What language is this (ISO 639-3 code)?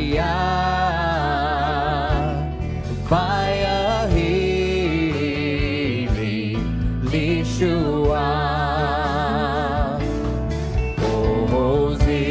swa